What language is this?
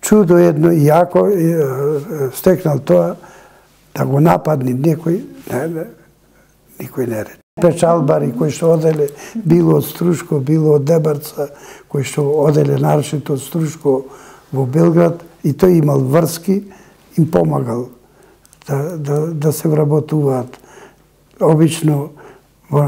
Macedonian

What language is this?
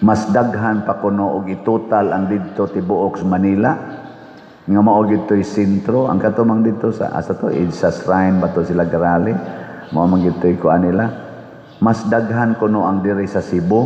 Cebuano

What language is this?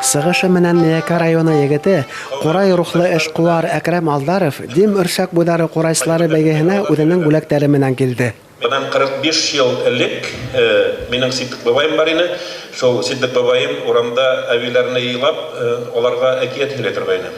Bashkir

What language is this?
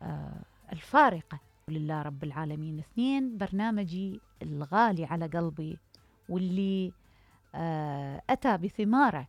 Mesopotamian Arabic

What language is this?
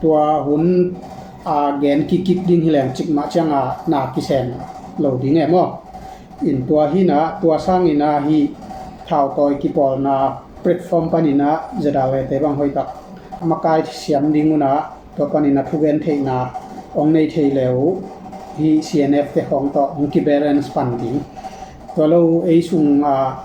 Tedim Chin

